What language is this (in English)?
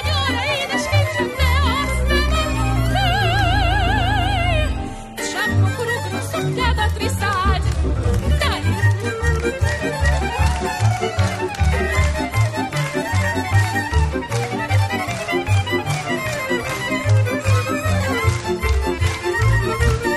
Hungarian